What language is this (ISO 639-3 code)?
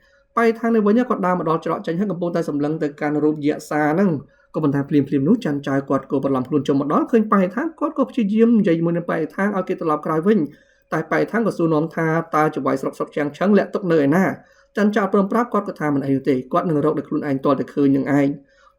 khm